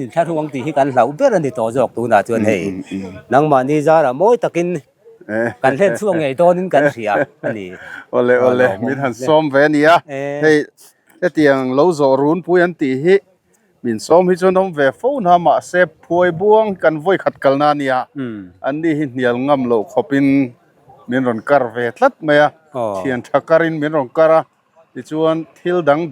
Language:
Mizo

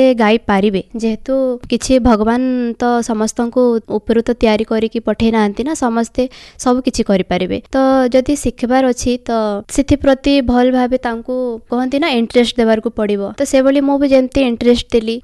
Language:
Odia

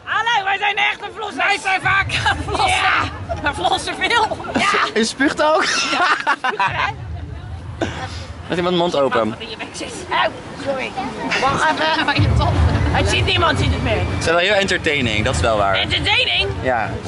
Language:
Dutch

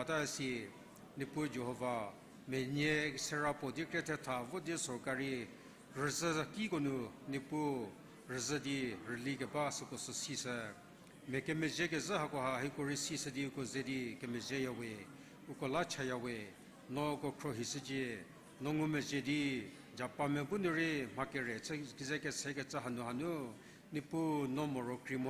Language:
Angami Naga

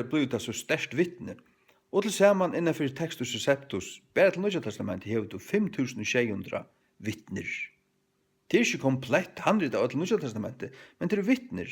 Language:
Faroese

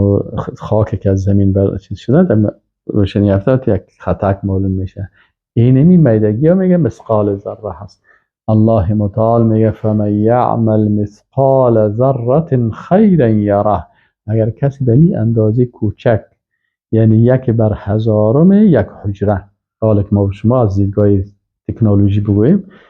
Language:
Persian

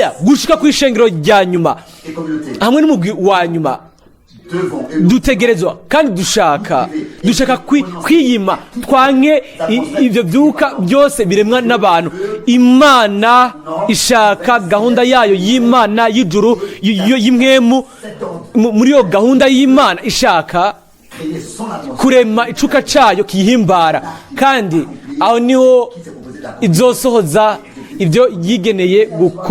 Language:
Rundi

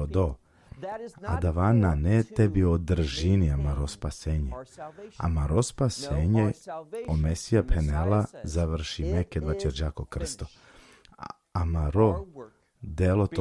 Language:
Balkan Romani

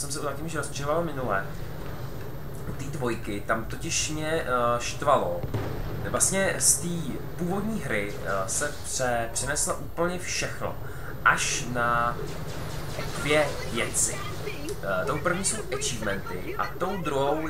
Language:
Czech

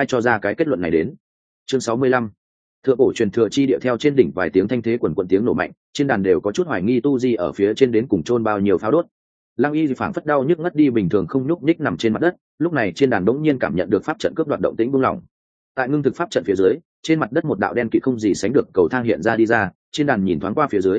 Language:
Vietnamese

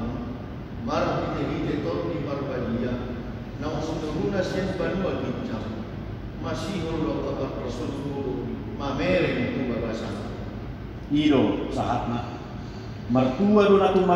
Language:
Batak Toba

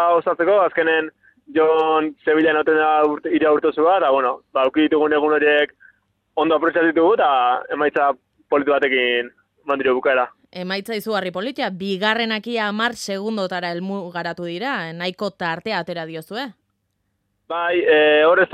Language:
Basque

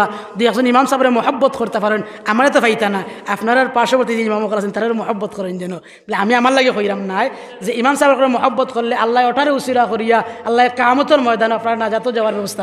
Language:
Sylheti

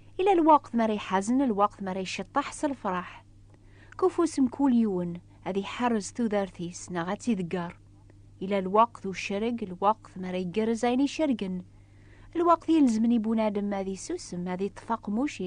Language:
Kabyle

